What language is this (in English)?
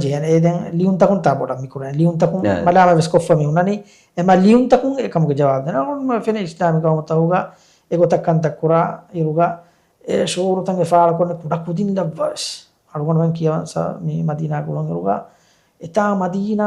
Divehi